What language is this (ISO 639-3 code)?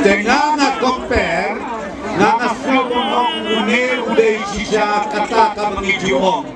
kha